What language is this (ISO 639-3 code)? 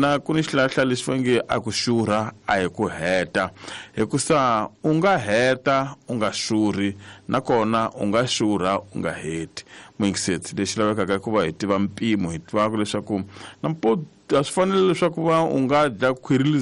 tso